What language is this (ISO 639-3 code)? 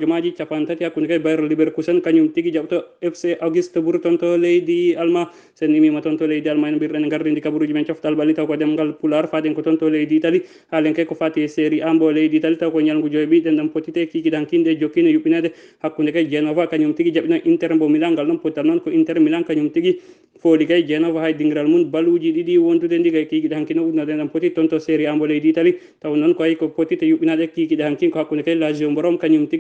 ful